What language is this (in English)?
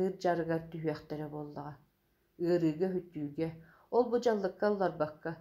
Yakut